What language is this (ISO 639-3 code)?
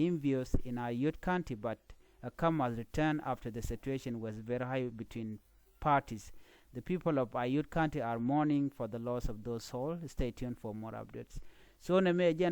nus